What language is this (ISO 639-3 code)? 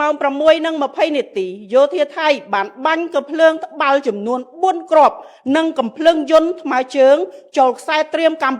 khm